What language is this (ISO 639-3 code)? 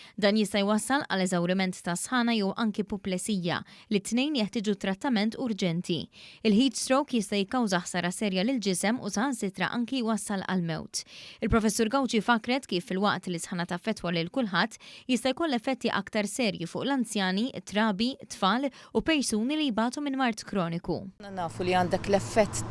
mlt